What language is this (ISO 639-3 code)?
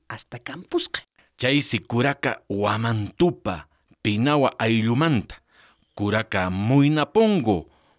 quh